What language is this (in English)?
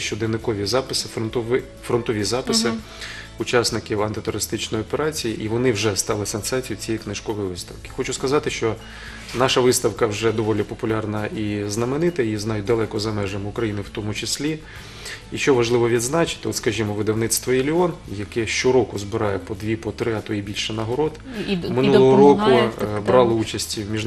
Ukrainian